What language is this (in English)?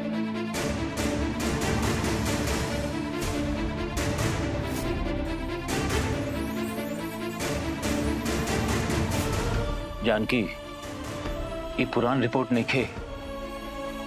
Bhojpuri